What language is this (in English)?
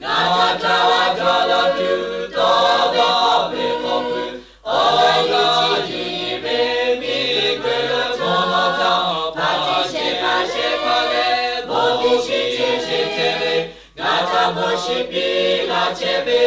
Lahu